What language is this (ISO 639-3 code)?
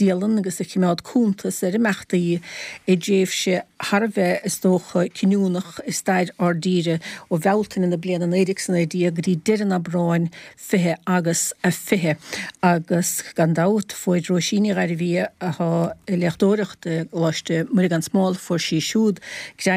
gle